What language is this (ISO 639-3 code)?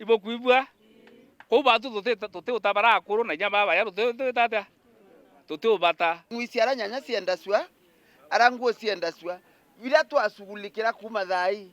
mer